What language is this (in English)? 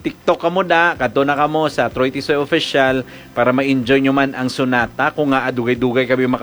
Hiligaynon